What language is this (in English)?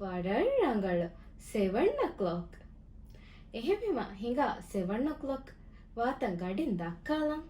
Divehi